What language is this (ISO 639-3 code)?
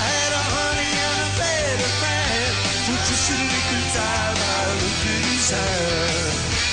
eng